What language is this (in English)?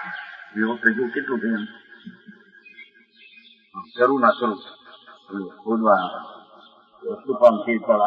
Gujarati